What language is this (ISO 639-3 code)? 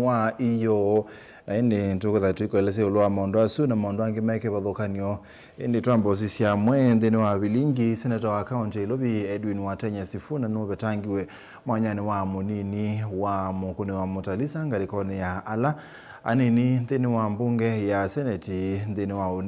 kam